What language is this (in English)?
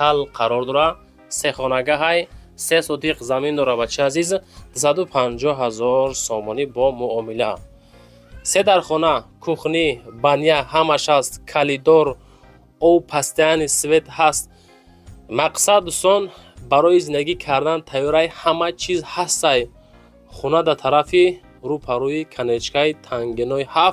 Tajik